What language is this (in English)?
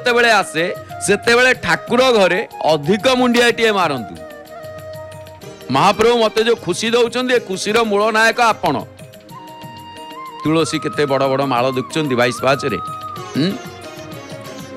Odia